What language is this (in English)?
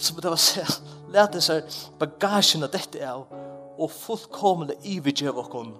Faroese